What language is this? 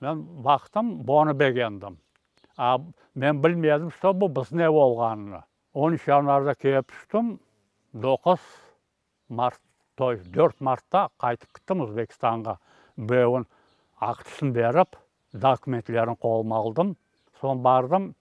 Crimean Tatar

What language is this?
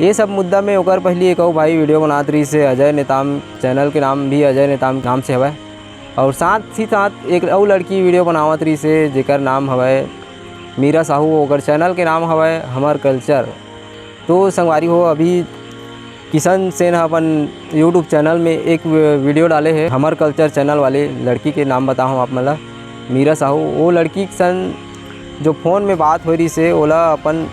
Chhattisgarhi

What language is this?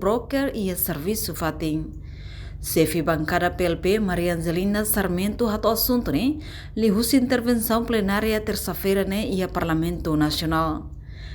Tetum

